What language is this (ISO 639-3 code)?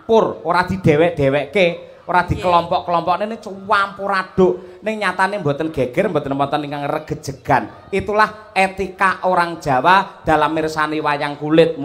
jav